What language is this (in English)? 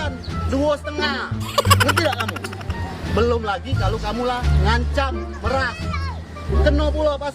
Musi